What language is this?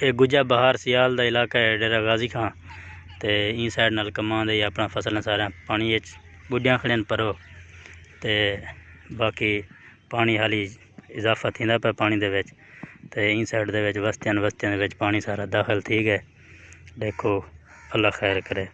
Saraiki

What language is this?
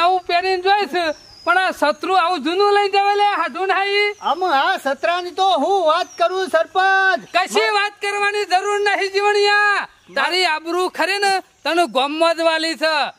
Gujarati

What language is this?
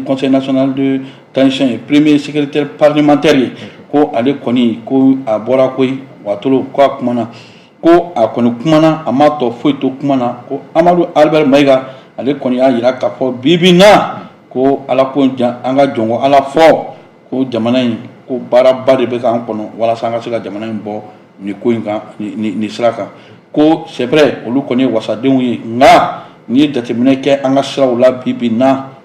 Bambara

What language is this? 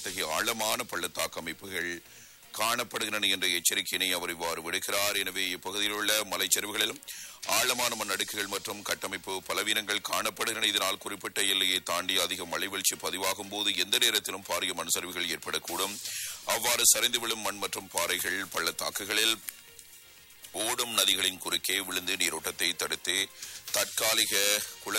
Tamil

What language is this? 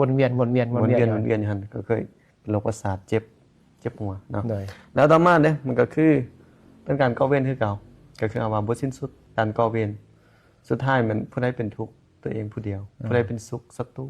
Lao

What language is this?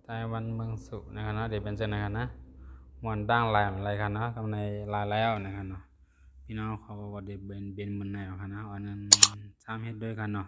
Shan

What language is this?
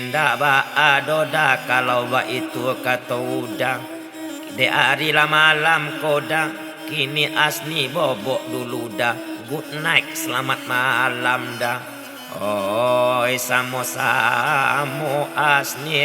Minangkabau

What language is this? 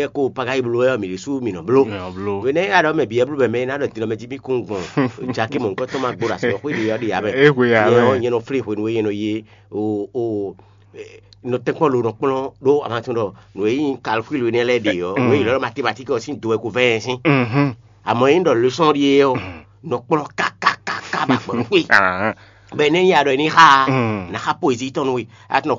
Fon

